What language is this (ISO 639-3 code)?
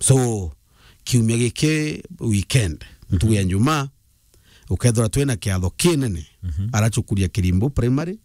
mer